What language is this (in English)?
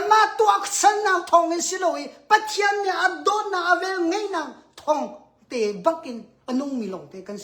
Hakha Chin